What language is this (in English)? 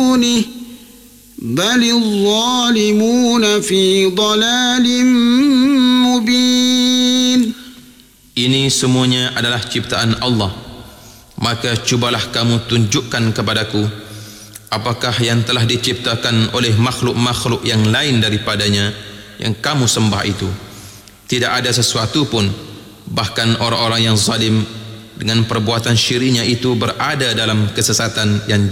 Malay